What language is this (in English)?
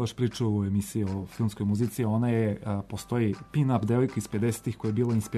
Serbian